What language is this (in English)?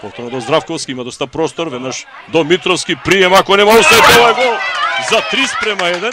Macedonian